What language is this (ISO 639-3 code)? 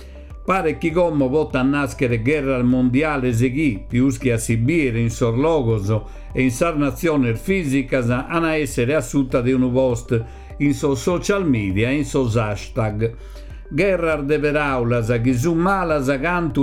srd